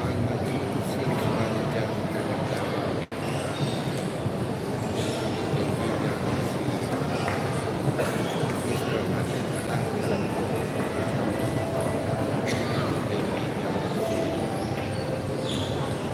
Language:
Filipino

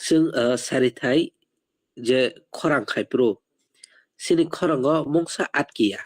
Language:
Kok Borok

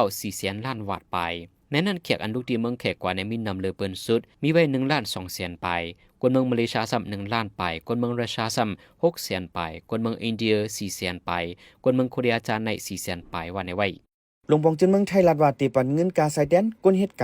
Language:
Shan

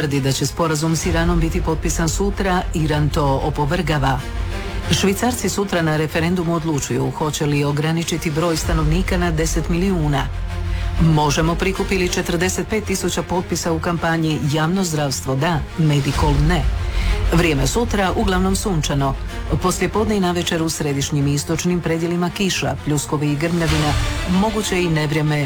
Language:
Croatian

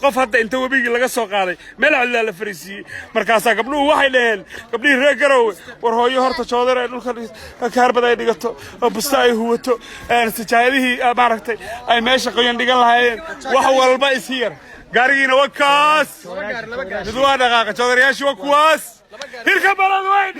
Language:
Somali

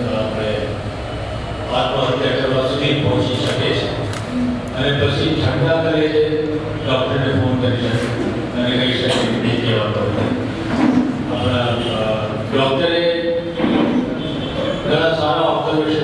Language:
Gujarati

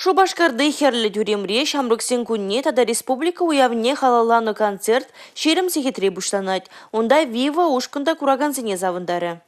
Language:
Chuvash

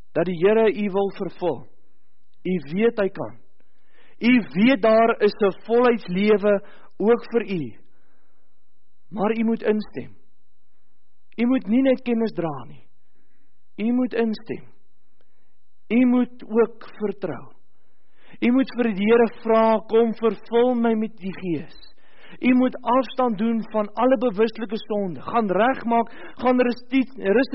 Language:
Afrikaans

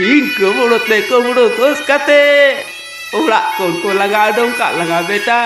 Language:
Santali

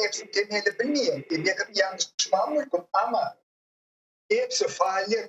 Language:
Crimean Tatar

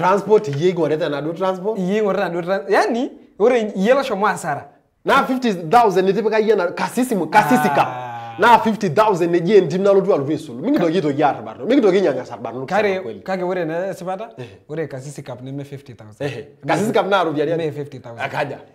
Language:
Masai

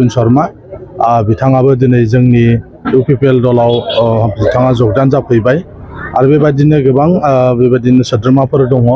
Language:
Bodo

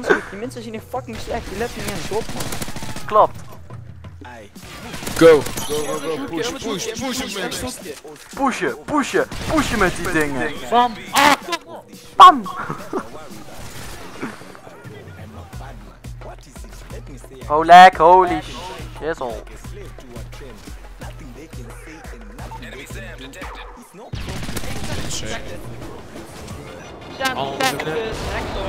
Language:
Dutch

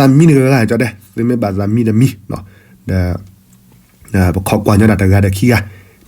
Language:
S'gaw Karen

